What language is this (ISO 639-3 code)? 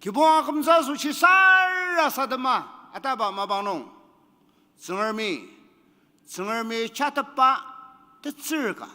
njo